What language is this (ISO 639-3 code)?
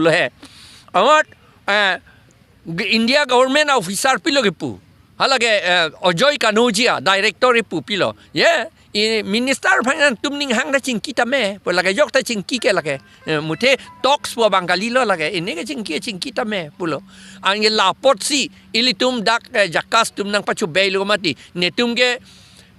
mjw